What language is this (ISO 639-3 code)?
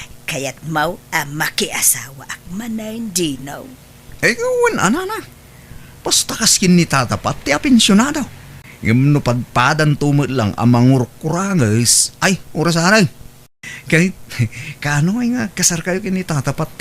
ilo